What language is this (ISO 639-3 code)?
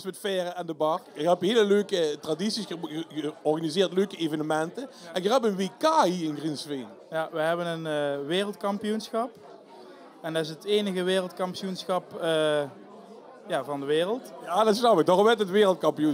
lim